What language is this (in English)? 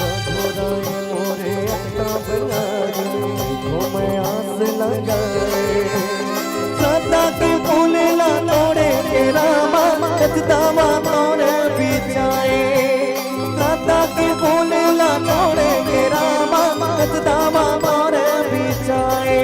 Chhattisgarhi